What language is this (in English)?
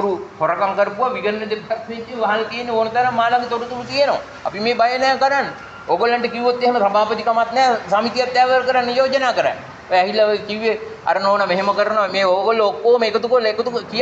Sinhala